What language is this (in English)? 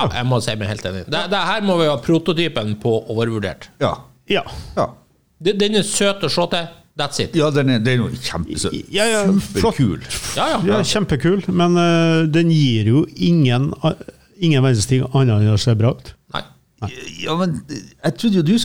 Norwegian